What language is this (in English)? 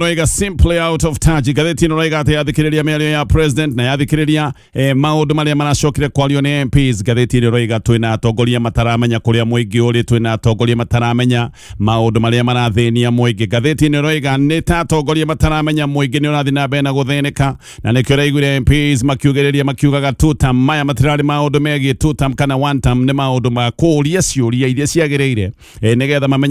Kikuyu